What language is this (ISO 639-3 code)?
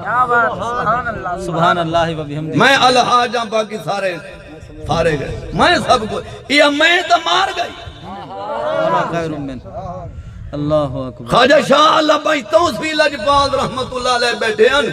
skr